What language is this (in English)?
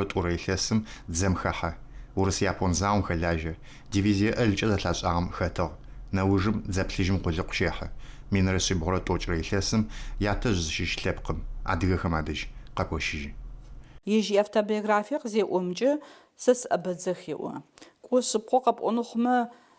Adyghe